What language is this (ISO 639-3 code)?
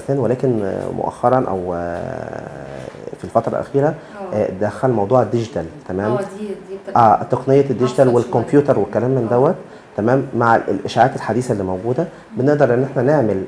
arz